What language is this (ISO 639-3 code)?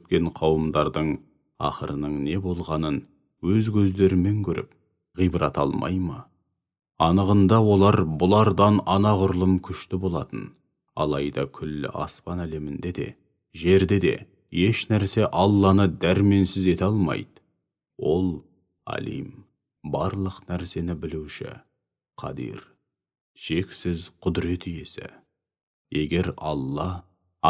kaz